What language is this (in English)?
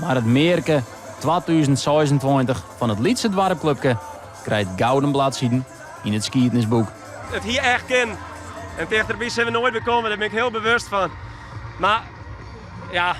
Western Frisian